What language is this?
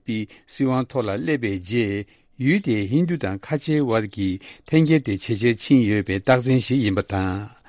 Tibetan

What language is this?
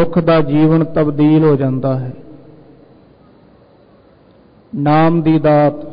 Punjabi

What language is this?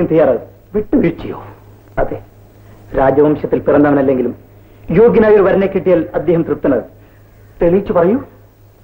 Malayalam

